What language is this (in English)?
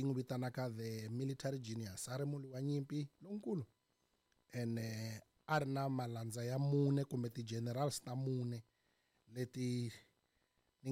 Tsonga